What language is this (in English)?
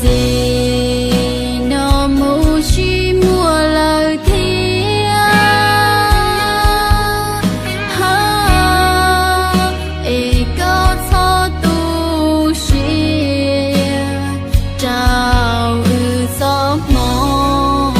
Hmong